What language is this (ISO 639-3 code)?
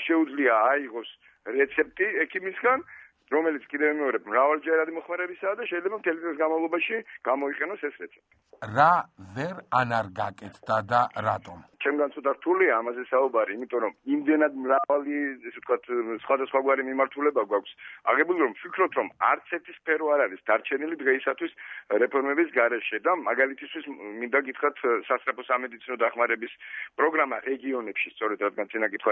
kat